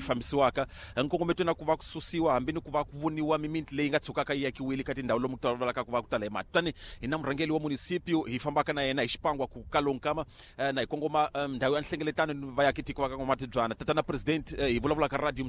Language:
Tsonga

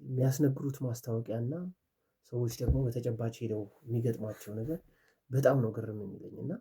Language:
Amharic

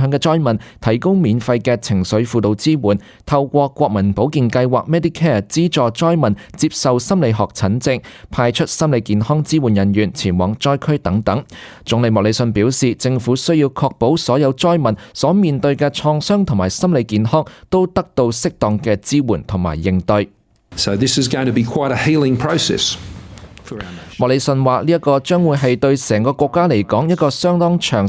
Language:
Cantonese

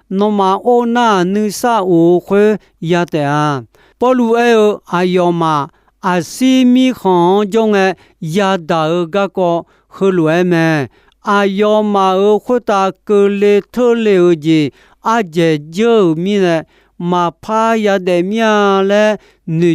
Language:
Akha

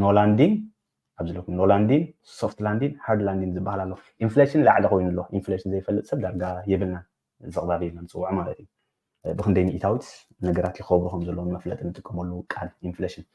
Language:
Tigrinya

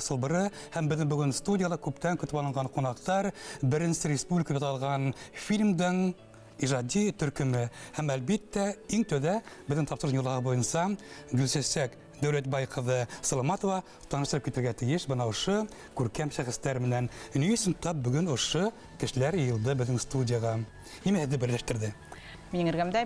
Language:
Bashkir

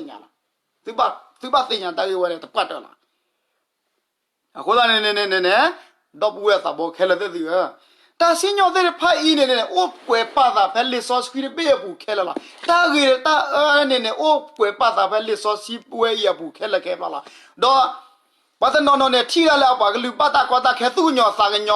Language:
S'gaw Karen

